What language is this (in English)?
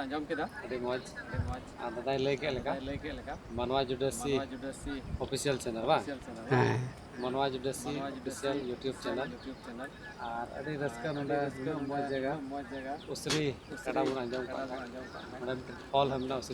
Santali